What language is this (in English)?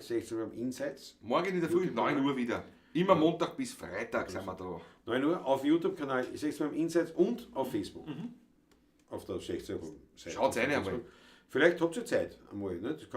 Bavarian